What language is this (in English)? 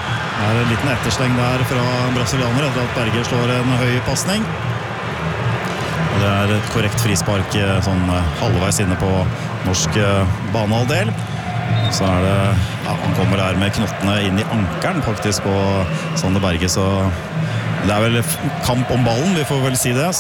Norwegian